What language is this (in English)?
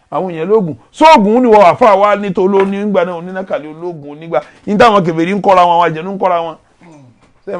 Yoruba